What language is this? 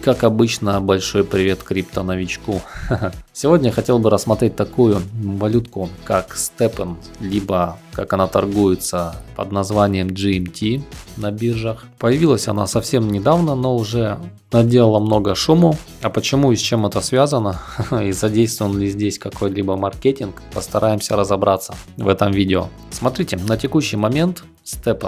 Russian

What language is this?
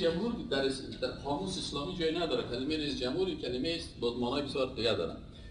Persian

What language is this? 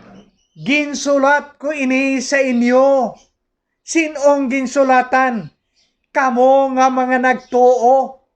Hiligaynon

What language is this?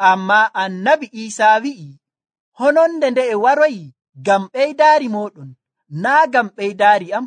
Nigerian Fulfulde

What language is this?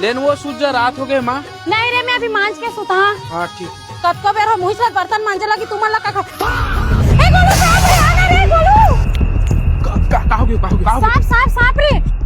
Chhattisgarhi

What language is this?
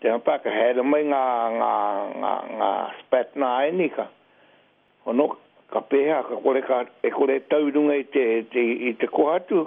Māori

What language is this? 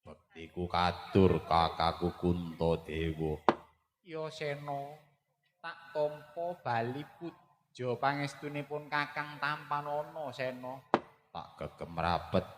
Javanese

